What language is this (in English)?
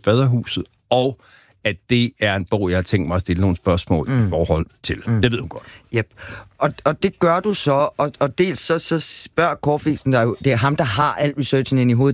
Danish